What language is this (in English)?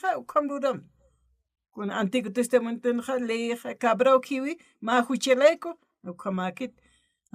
Aymara